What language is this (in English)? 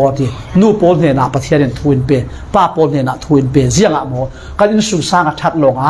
Falam Chin